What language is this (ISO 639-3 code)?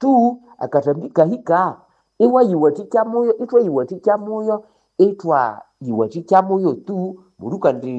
nnb